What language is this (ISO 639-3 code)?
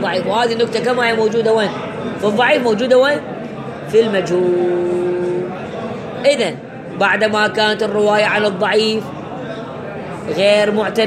ara